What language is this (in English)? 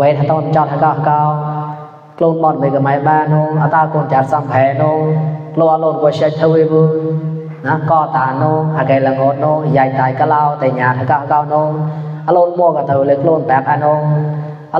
Mon